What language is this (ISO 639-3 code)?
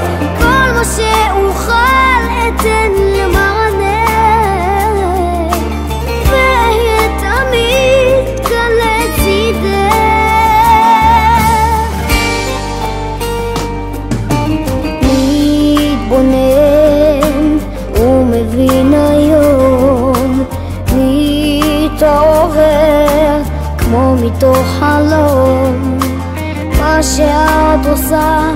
heb